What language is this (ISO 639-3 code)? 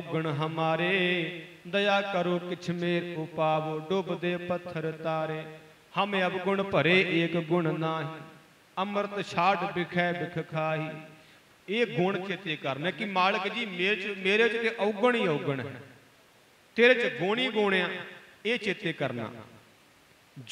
pan